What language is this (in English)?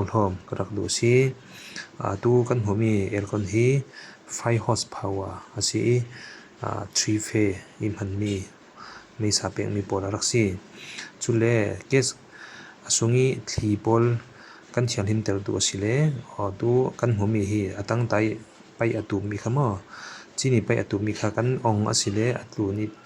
Falam Chin